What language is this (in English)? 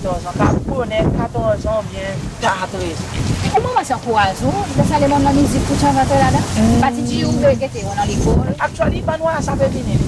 Seselwa Creole French